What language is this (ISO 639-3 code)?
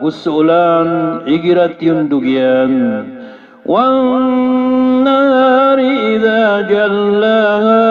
mrw